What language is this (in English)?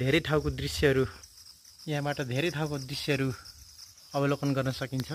Nepali